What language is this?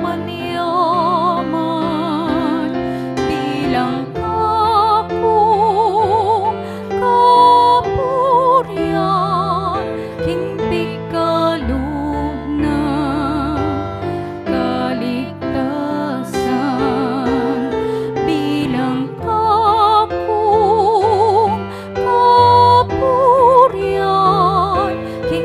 Pampanga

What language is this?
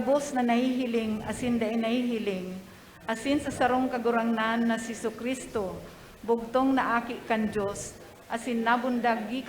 Bikol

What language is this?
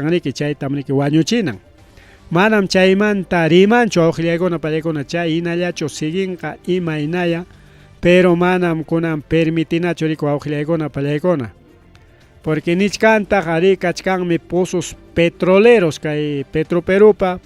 Ayacucho Quechua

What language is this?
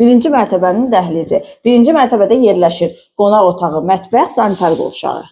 Azerbaijani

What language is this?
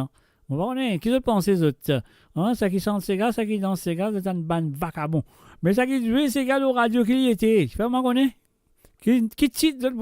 Morisyen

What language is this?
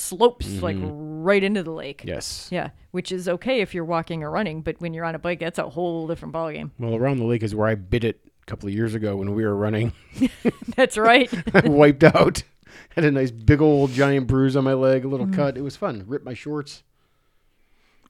English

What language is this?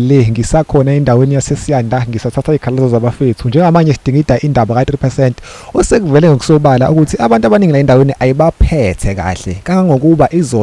Zulu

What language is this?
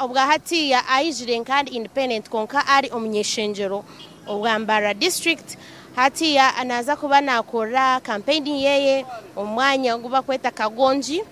Nyankole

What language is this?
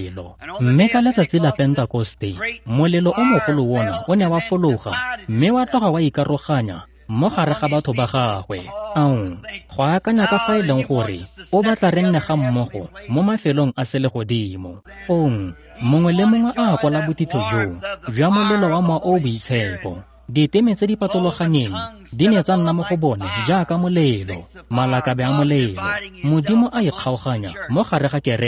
Tswana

